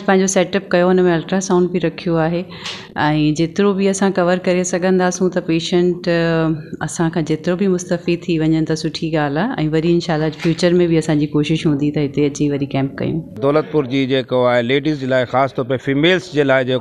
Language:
Sindhi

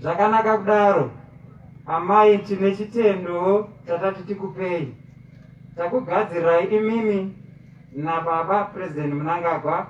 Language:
Shona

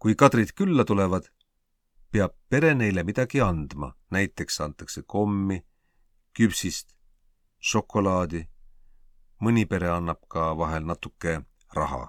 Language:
Estonian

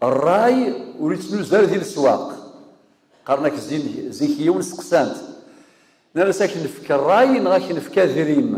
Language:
Kabyle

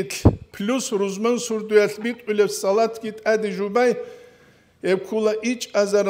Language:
Avaric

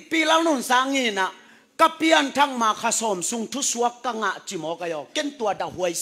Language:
Tedim Chin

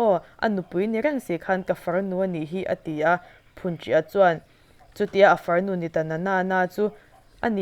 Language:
Mizo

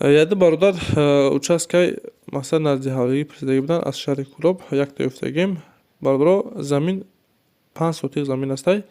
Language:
Tajik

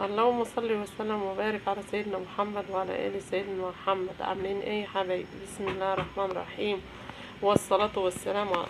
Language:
Egyptian Arabic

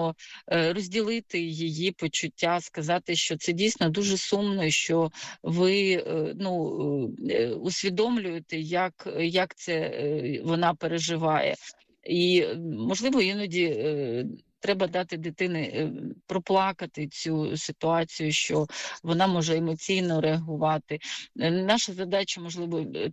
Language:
Ukrainian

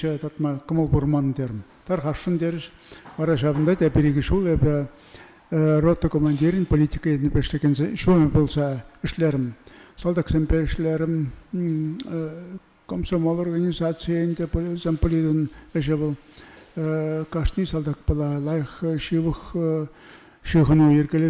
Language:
Chuvash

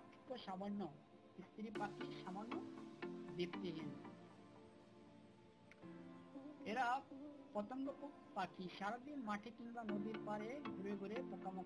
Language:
Bangla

